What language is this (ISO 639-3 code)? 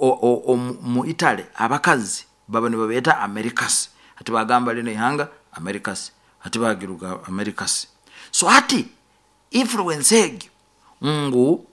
nyo